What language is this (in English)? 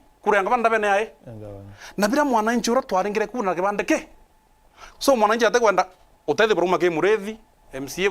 Meru